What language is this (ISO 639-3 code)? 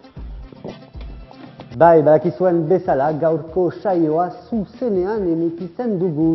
eus